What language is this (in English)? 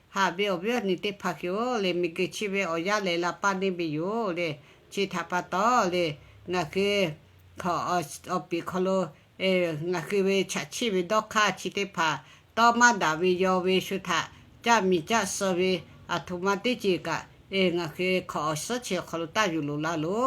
Lahu